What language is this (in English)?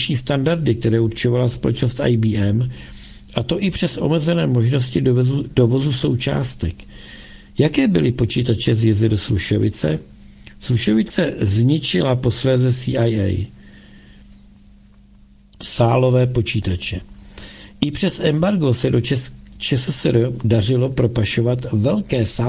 Czech